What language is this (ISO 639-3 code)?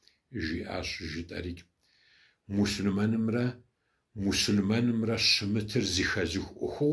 kbd